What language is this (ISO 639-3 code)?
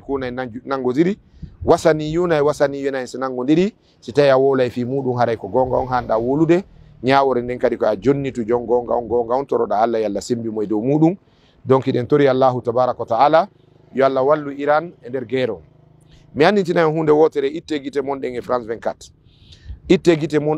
ful